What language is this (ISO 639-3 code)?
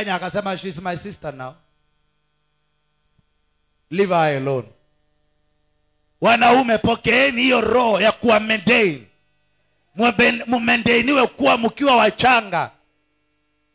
swa